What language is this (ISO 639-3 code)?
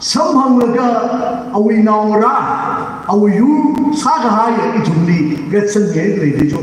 nmf